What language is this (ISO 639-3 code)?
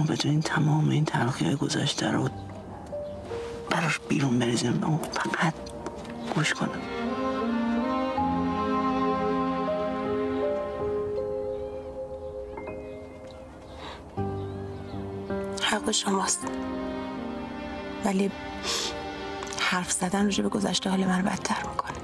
fas